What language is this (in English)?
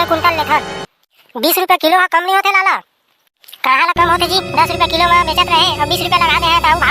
Chhattisgarhi